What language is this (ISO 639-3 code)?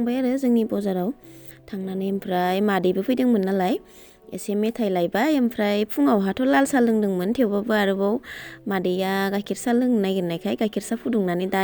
brx